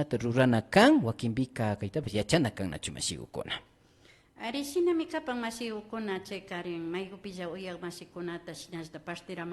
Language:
Imbabura Highland Quichua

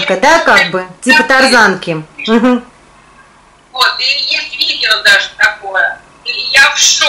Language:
Russian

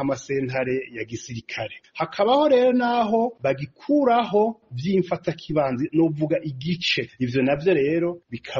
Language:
Rundi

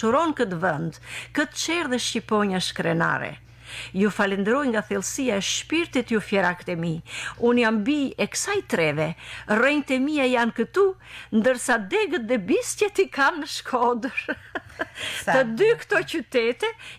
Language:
Albanian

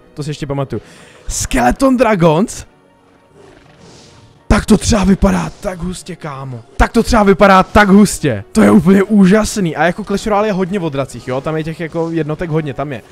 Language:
Czech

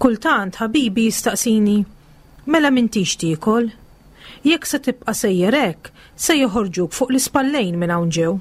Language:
Maltese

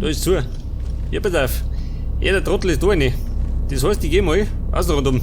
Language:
Bavarian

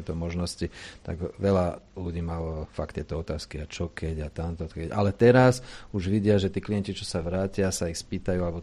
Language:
Slovak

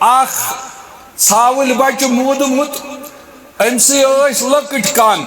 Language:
Kashmiri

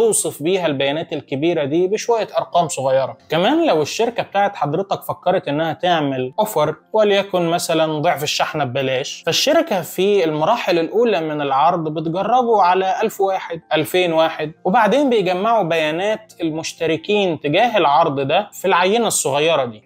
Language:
Egyptian Arabic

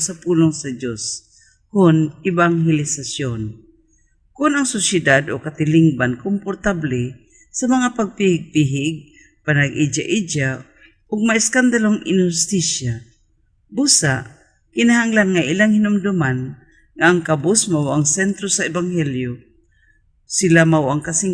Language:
Cebuano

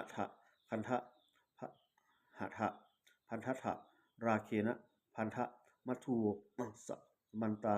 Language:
Pali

